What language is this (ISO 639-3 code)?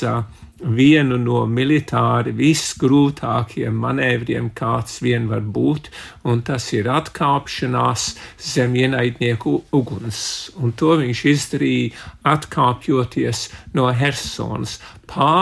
lav